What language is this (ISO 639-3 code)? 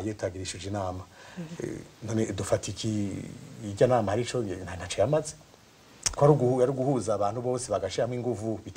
run